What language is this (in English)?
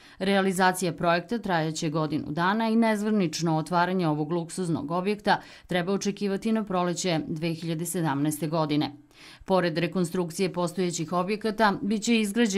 Serbian